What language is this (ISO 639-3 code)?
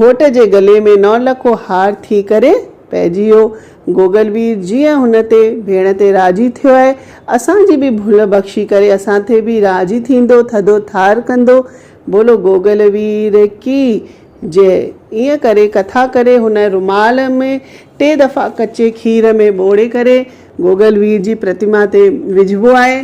snd